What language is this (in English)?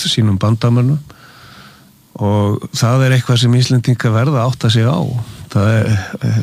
Icelandic